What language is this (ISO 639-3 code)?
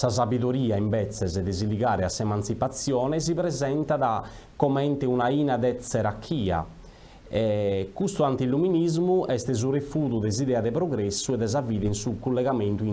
srd